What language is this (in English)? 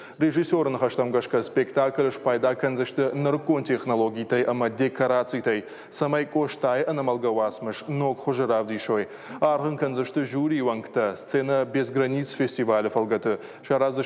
Ossetic